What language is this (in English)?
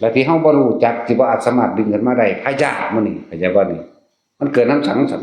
Northeastern Thai